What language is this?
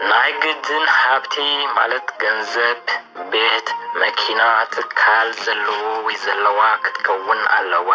Tigrinya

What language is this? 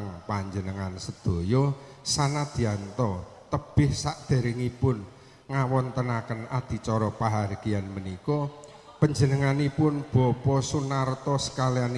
Javanese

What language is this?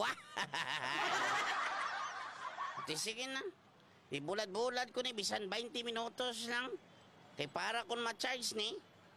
Hiligaynon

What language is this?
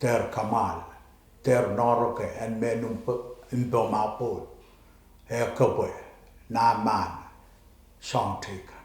Pohnpeian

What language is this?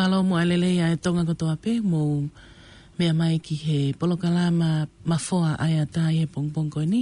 Tongan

